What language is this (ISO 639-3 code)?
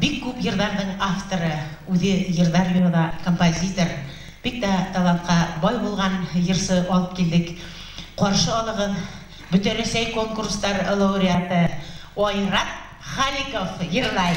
bak